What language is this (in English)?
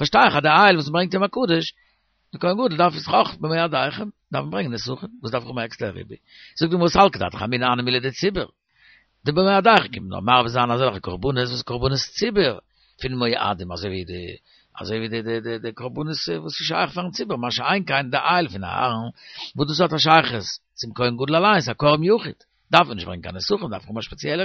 Yiddish